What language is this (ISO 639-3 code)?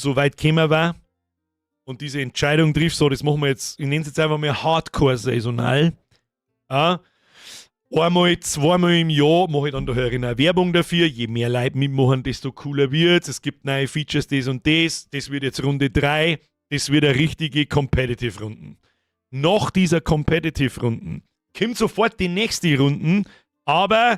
bar